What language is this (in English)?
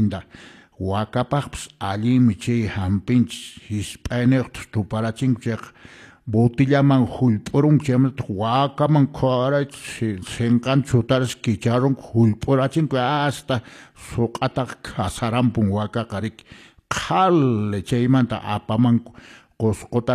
Quechua